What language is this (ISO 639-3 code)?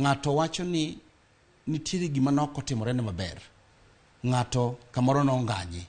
luo